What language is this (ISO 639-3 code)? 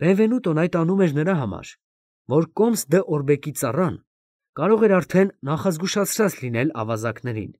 hye